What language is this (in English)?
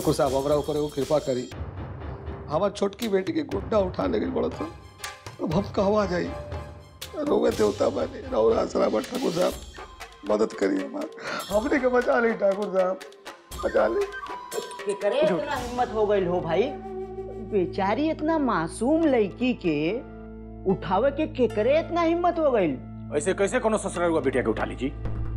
Bhojpuri